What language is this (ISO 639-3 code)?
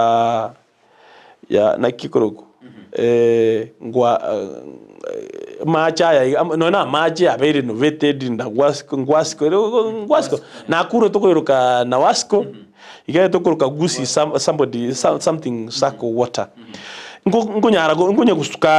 guz